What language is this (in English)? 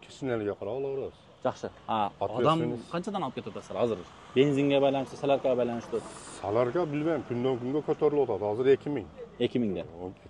Kyrgyz